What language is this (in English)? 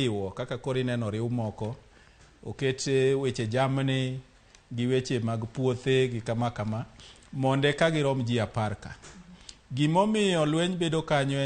Luo (Kenya and Tanzania)